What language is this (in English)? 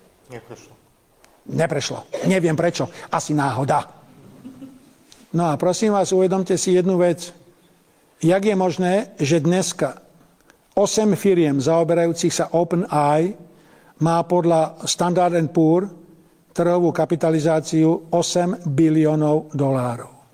Slovak